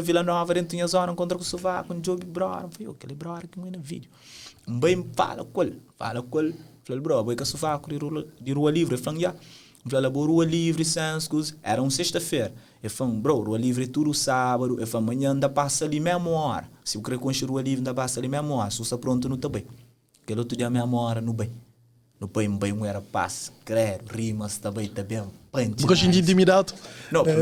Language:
Kabuverdianu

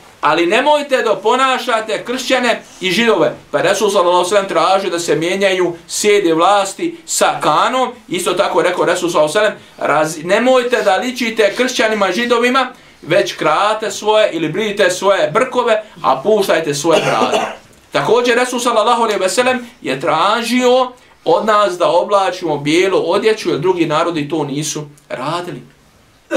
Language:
Bosnian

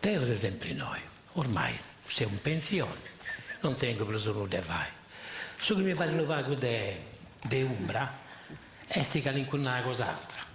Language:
Sardinian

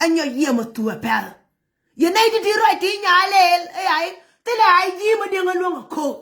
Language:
Nuer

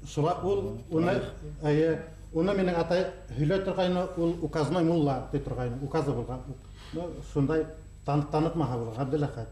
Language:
Bashkir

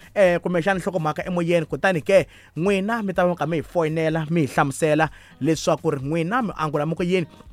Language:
Tsonga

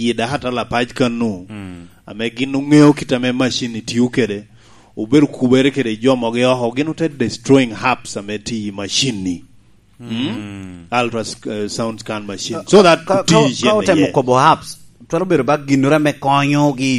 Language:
Lango (Uganda)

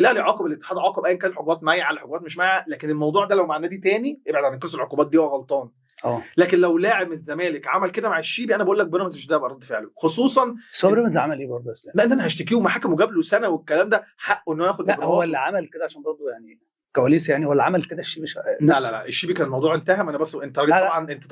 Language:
Egyptian Arabic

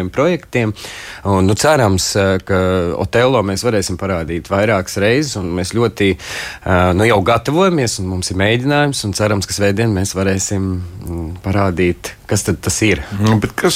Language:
Latvian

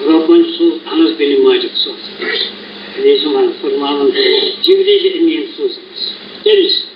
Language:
Kashmiri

